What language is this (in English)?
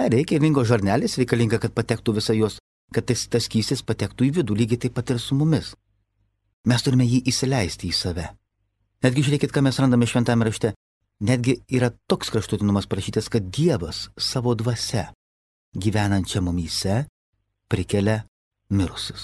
Lithuanian